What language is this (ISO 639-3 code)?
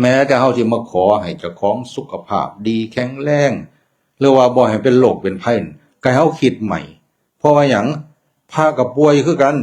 tts